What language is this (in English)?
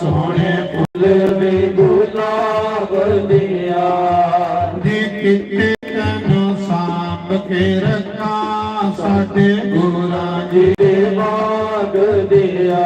Dogri